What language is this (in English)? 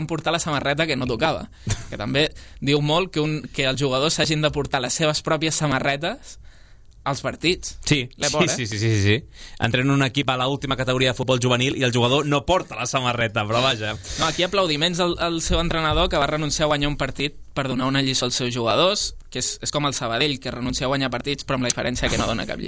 Catalan